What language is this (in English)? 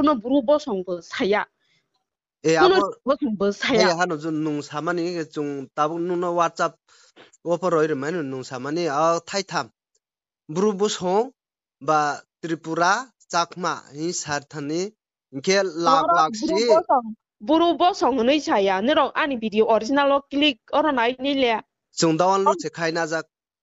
Kok Borok